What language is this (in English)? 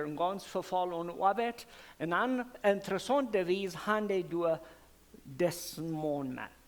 Plautdietsch